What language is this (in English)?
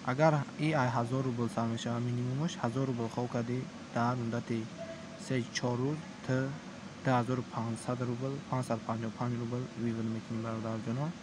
Tajik